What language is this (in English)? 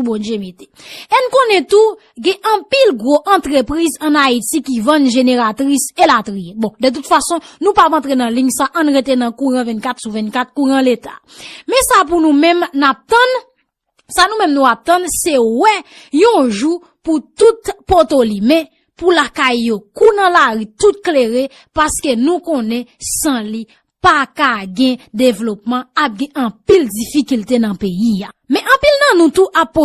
Haitian Creole